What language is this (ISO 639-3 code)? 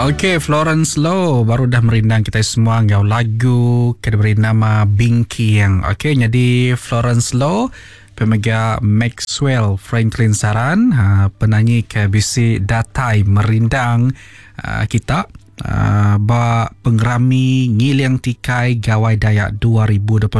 iba